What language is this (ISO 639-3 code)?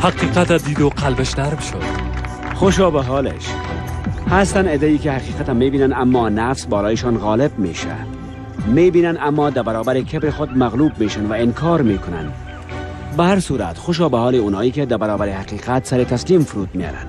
fas